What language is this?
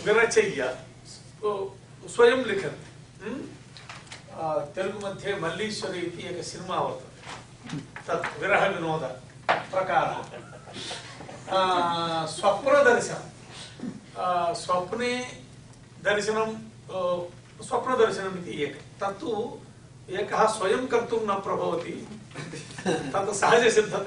Sanskrit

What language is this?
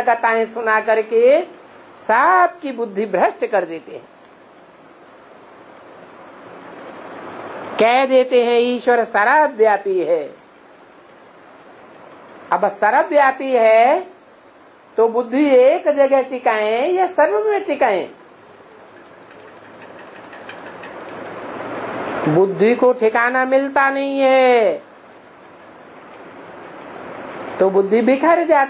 Hindi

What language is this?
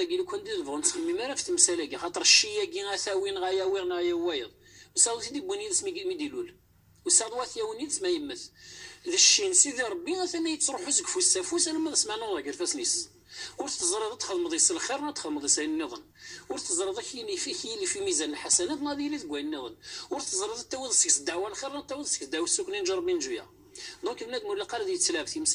Kabyle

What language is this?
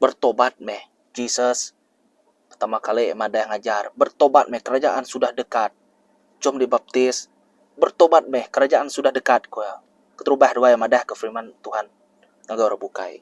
Iban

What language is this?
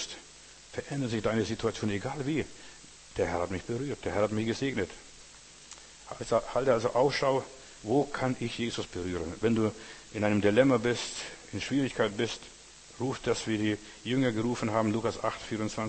German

